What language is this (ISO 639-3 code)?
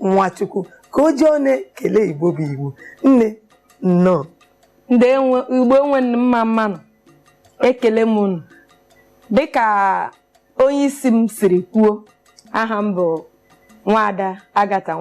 ibo